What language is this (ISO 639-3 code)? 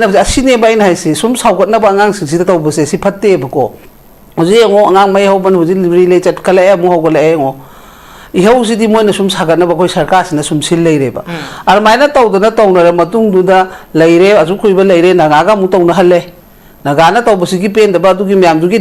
mni